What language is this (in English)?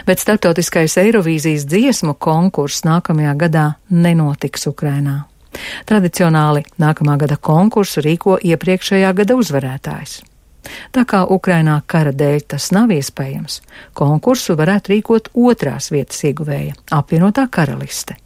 Latvian